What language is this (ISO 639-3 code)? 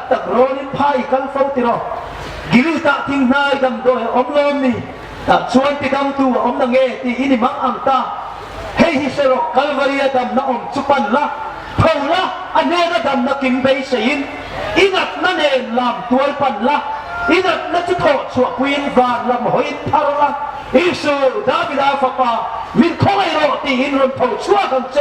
hmr